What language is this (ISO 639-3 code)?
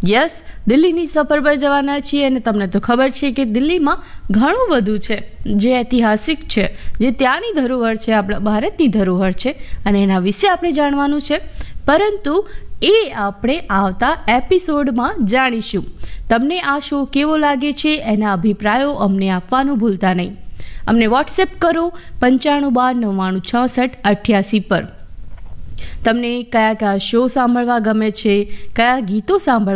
guj